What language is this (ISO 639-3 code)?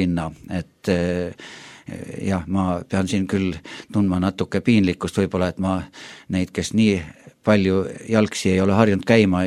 est